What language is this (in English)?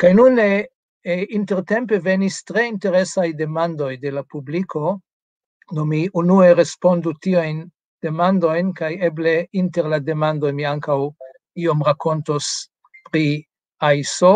Esperanto